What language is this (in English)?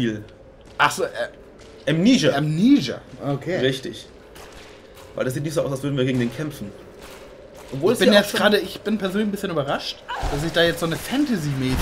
German